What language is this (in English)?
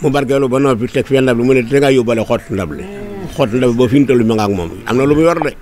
Wolof